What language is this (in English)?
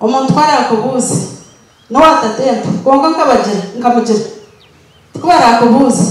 Nyankole